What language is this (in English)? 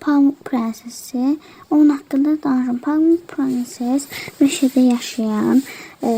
Azerbaijani